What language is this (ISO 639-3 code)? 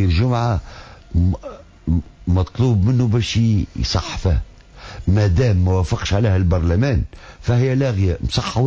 aeb